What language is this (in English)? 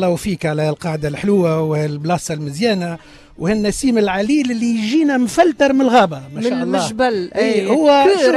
Tunisian Arabic